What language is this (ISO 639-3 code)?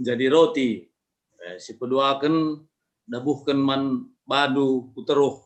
btx